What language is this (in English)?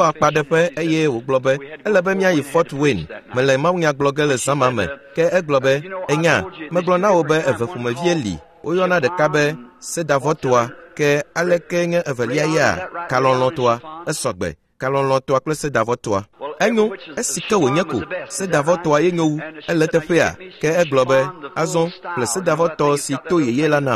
Ewe